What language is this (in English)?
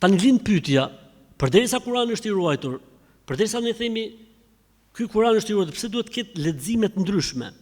Albanian